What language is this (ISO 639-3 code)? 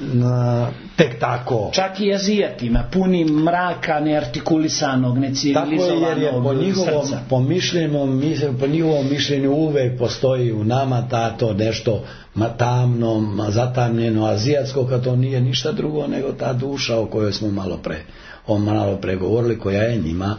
srp